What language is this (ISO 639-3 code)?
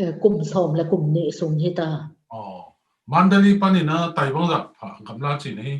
ctd